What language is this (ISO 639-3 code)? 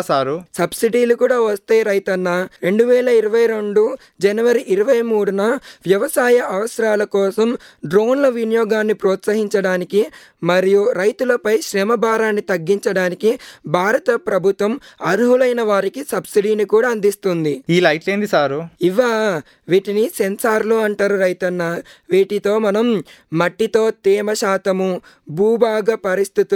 tel